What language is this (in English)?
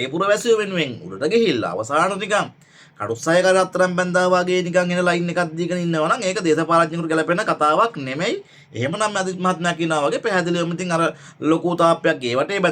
Sinhala